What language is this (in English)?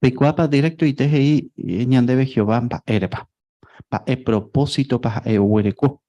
Guarani